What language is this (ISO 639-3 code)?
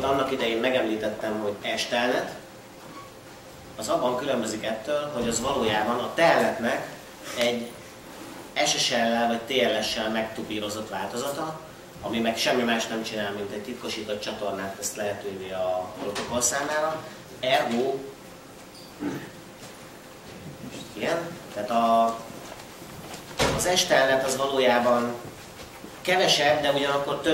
hun